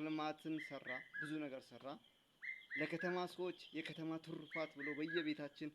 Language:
Amharic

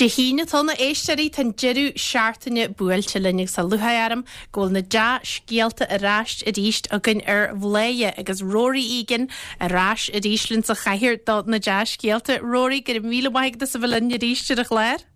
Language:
Irish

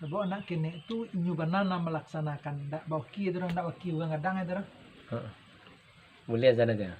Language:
Minangkabau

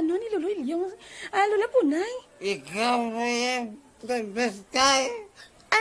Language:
Hiligaynon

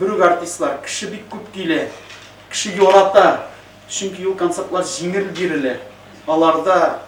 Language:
Tatar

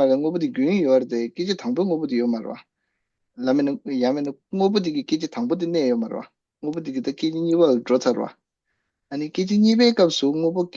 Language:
Tibetan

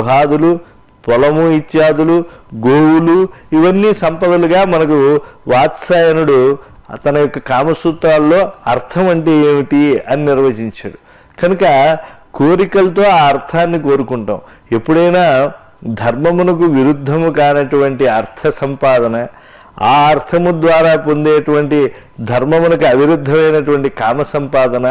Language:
Telugu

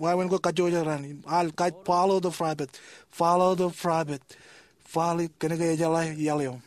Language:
Marshallese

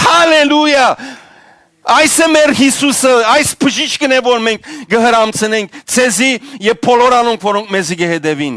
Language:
Western Armenian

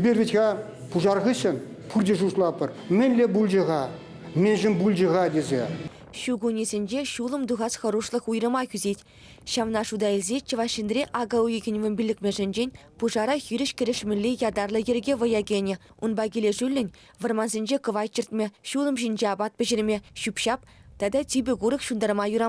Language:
Chuvash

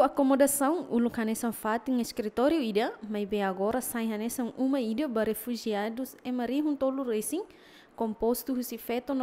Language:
Tetum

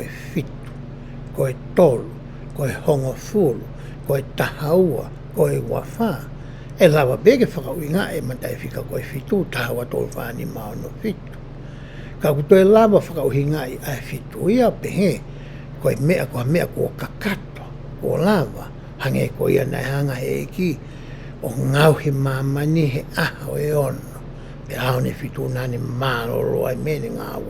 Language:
Tongan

